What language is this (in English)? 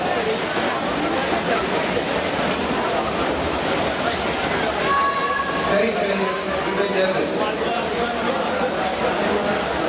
Dutch